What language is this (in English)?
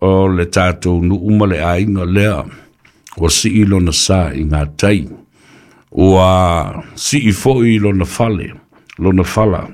Samoan